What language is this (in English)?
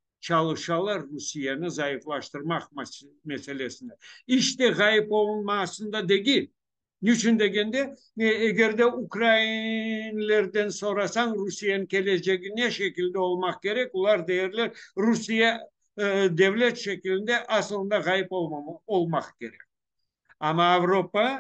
Crimean Tatar